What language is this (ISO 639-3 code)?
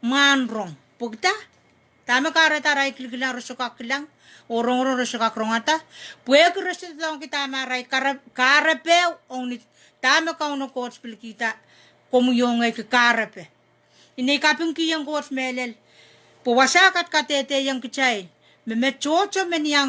pon